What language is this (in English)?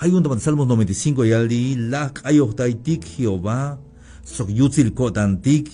Tzeltal